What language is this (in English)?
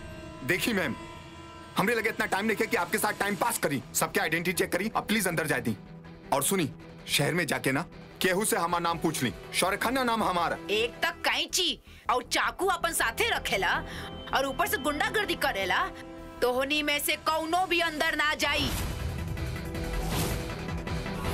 Bhojpuri